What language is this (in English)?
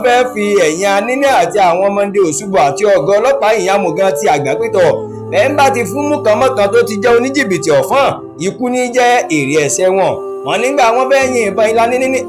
Yoruba